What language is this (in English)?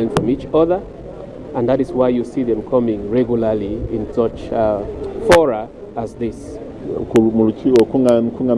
Ganda